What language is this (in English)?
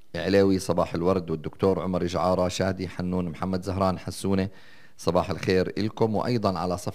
North Levantine Arabic